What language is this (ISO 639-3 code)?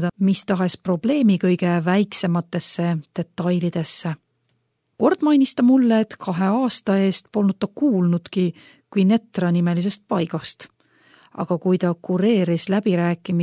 est